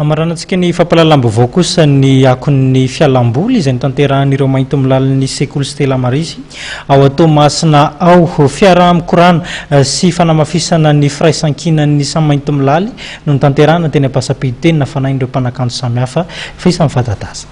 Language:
Malagasy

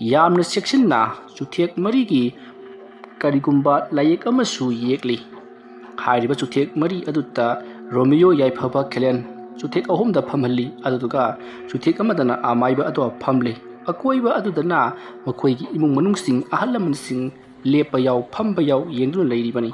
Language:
Manipuri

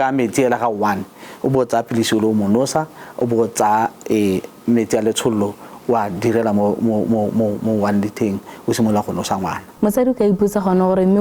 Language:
Tswana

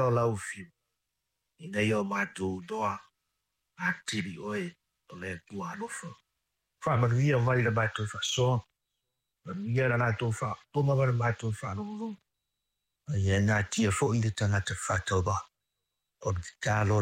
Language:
Samoan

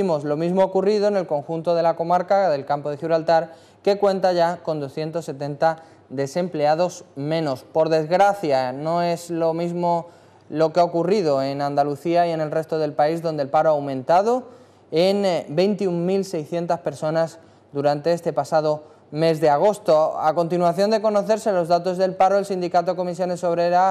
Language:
Spanish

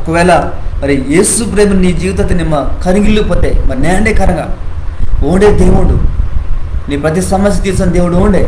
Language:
Koya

